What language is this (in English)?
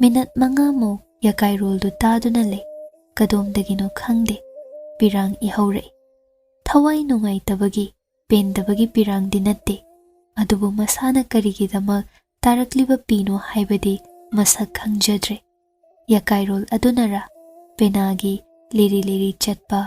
Manipuri